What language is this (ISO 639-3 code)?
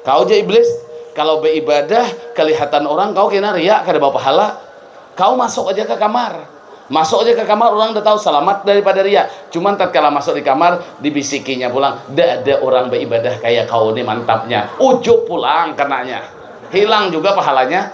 bjn